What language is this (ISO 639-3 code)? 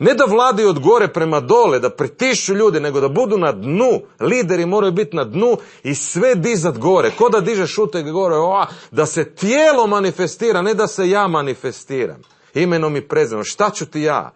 hrv